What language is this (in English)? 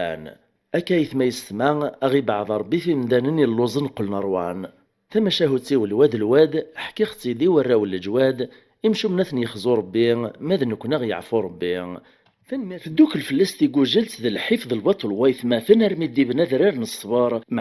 Kabyle